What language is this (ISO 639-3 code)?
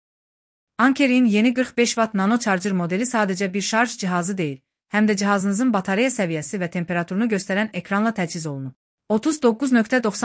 aze